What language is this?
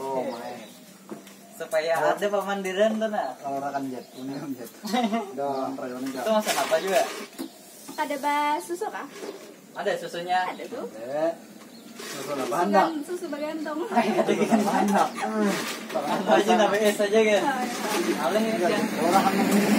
Banjar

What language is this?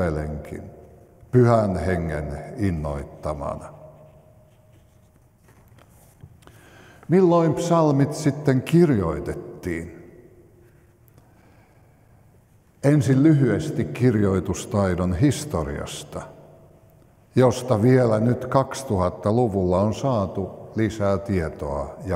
Finnish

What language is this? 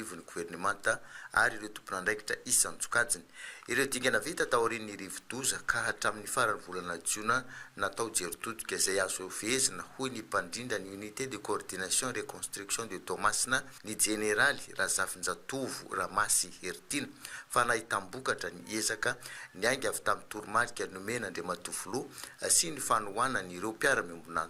Malagasy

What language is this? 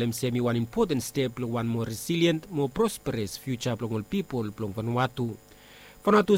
Bislama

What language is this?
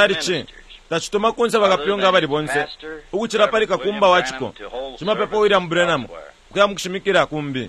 Bemba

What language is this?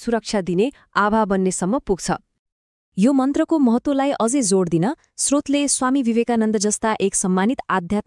Nepali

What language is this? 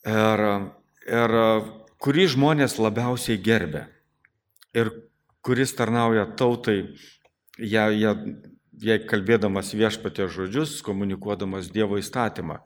Lithuanian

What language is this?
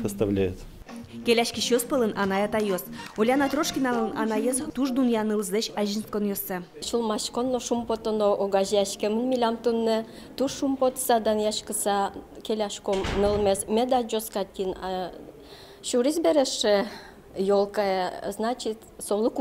Udmurt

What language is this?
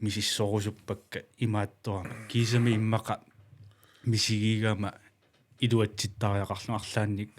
Kalaallisut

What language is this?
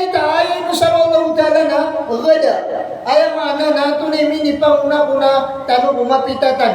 Maranao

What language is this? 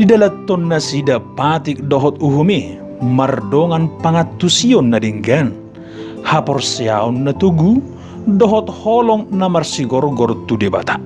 Batak Toba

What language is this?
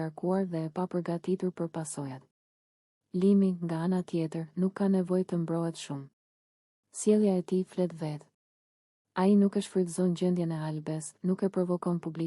Albanian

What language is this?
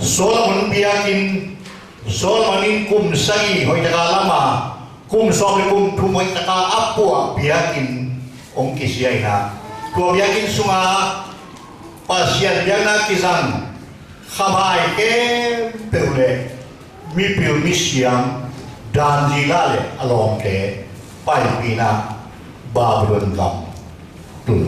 Tedim Chin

